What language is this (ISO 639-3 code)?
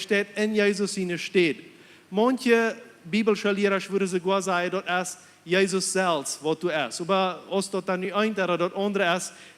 pdt